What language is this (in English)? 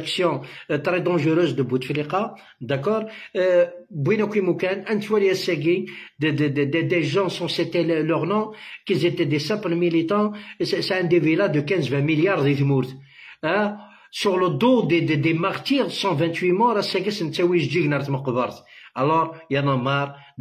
French